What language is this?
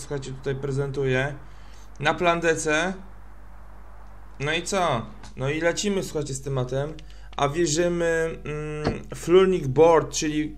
Polish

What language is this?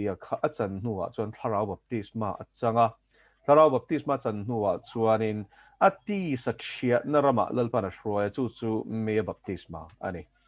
Mizo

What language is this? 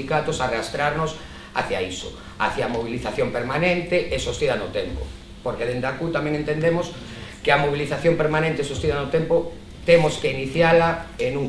Galician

